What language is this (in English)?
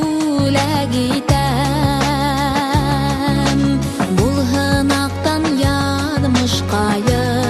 Bashkir